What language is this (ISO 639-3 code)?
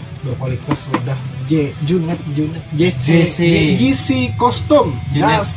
bjn